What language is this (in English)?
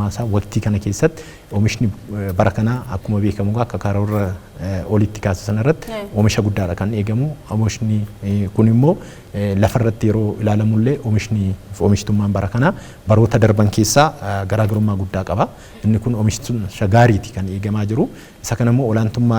Oromo